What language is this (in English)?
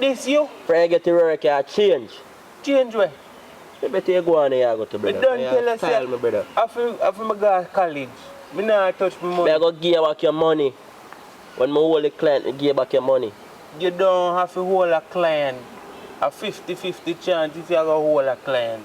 Jamaican Creole English